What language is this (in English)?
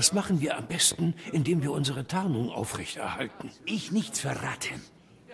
Bavarian